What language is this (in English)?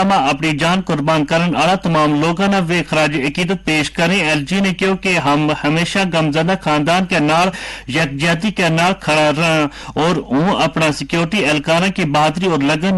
Gujari